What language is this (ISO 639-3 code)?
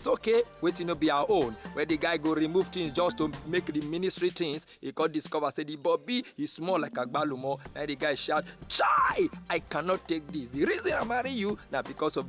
pcm